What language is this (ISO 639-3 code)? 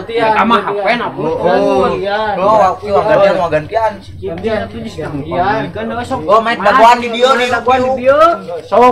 sun